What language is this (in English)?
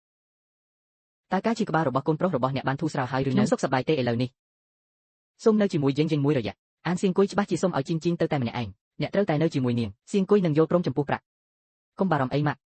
Khmer